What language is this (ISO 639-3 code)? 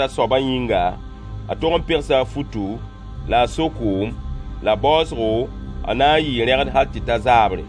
mos